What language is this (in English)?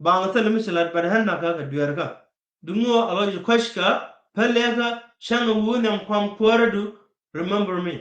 Nuer